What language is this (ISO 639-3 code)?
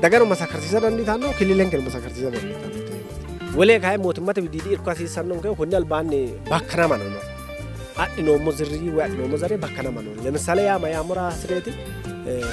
sid